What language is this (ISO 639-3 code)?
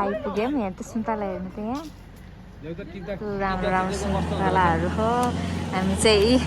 nep